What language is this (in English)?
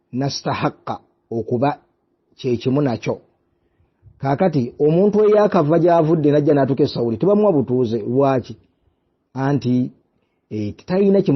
Ganda